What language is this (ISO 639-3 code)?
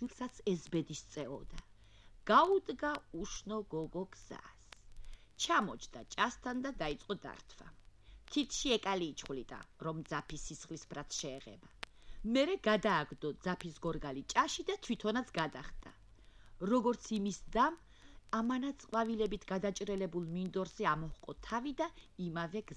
kat